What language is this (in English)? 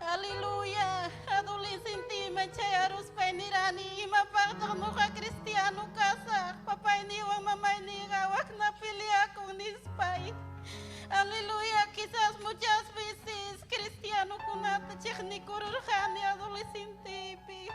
Ayacucho Quechua